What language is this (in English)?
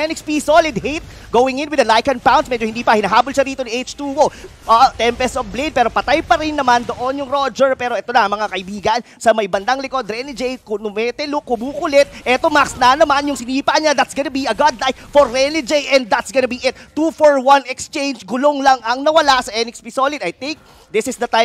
Filipino